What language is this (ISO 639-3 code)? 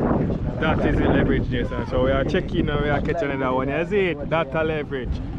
jam